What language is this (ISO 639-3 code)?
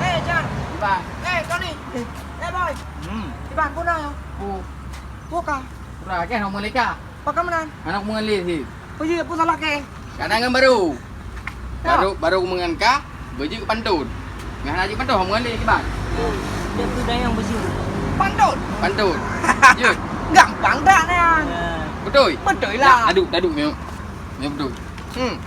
ace